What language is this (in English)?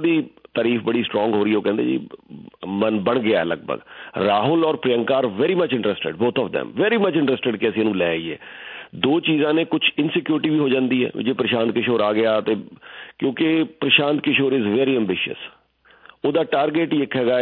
Punjabi